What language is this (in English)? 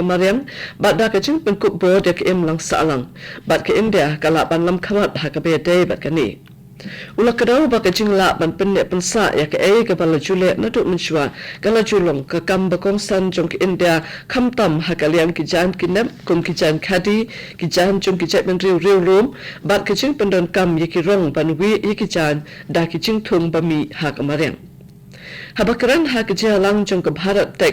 Khasi